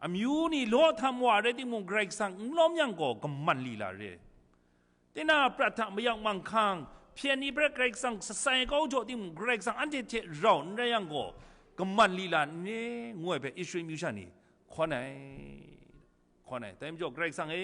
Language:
Kachin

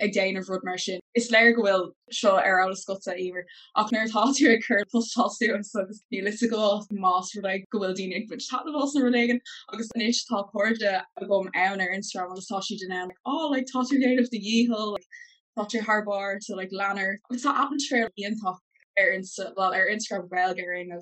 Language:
Irish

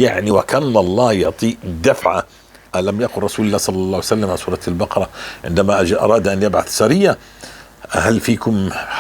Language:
North Levantine Arabic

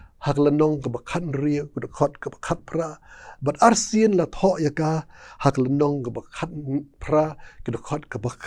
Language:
Khasi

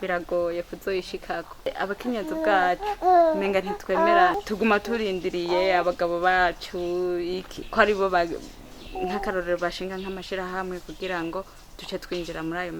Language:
Rundi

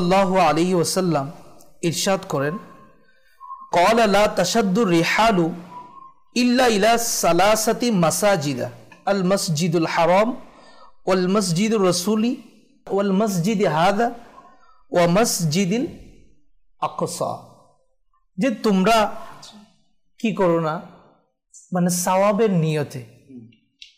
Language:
Bangla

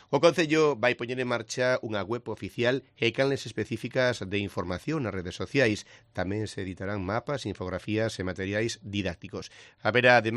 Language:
Galician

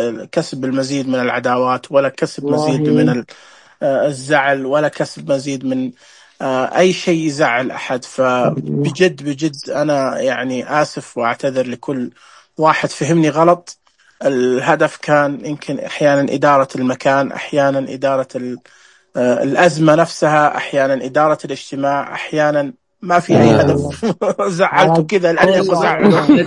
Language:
Najdi Arabic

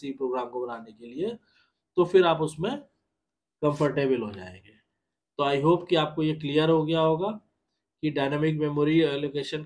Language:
Hindi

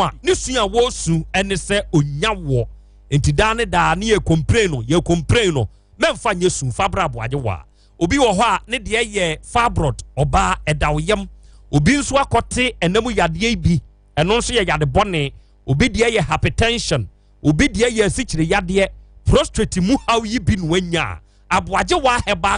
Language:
Akan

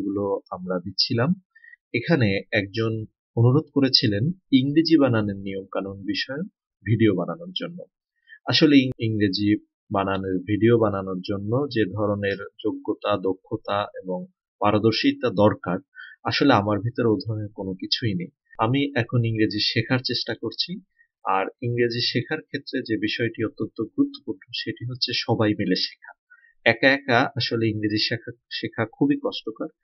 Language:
Bangla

